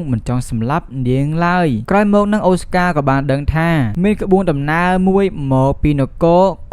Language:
Khmer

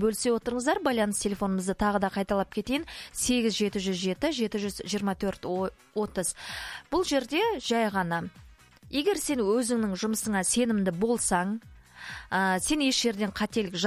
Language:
Kazakh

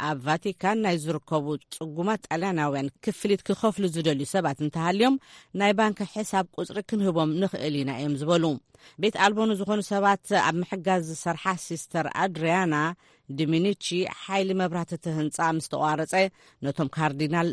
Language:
Tigrinya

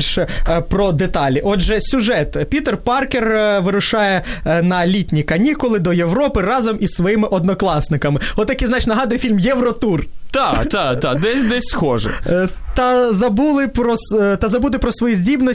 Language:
Ukrainian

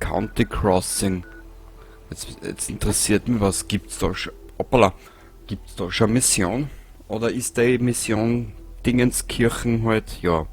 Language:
Bavarian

